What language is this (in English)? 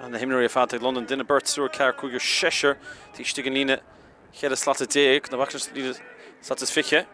Irish